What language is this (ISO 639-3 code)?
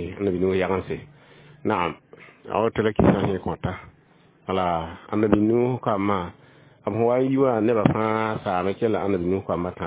mos